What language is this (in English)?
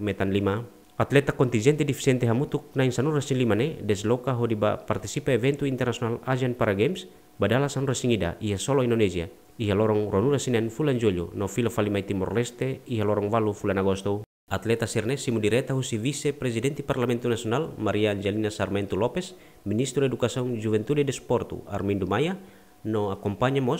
Tetum